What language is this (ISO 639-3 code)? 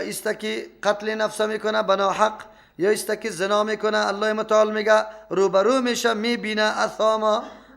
fas